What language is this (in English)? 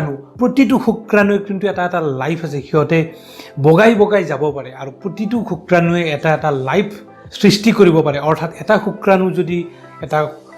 Assamese